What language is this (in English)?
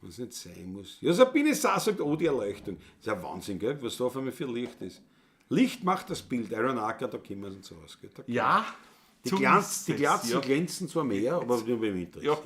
Bavarian